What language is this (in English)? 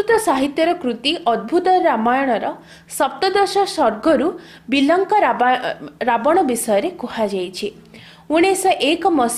Odia